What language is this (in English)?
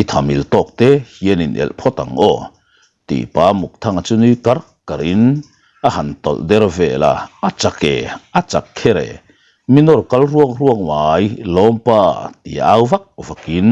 Mizo